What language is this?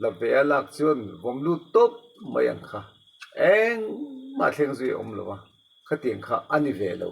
Mizo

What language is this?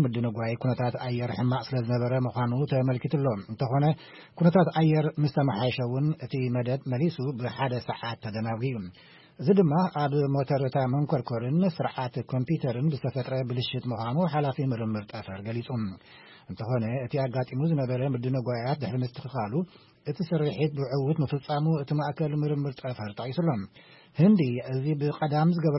Tigrinya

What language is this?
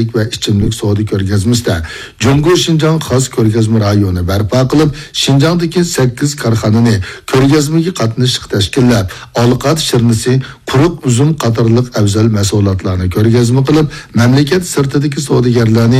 Uyghur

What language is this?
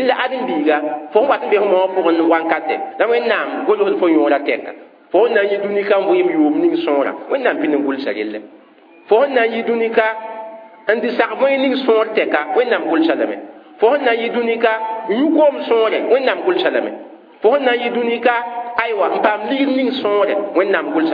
Mossi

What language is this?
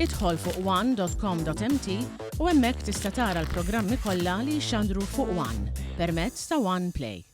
Maltese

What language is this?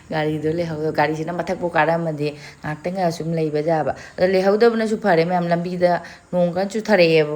Manipuri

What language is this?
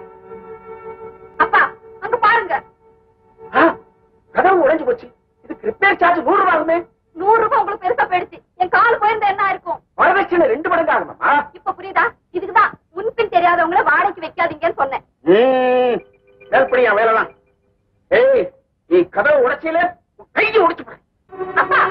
Tamil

